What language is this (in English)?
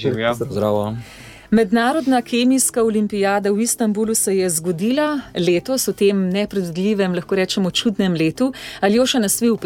Slovenian